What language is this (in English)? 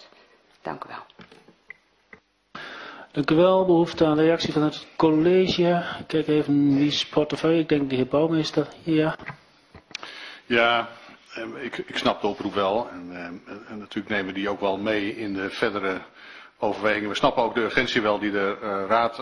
Dutch